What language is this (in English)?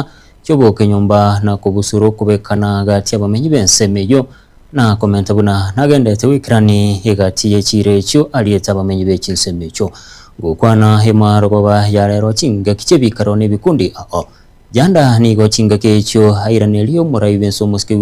Gusii